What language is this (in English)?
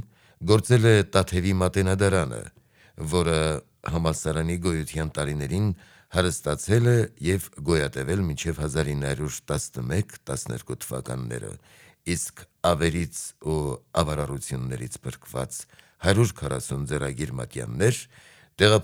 Armenian